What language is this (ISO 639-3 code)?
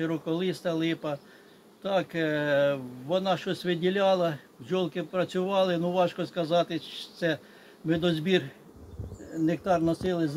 ukr